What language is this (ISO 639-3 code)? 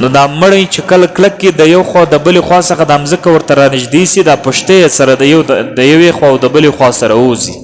pus